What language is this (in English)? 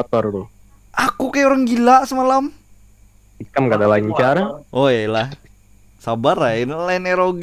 Banjar